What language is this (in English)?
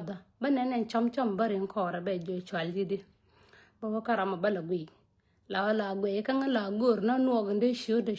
Nuer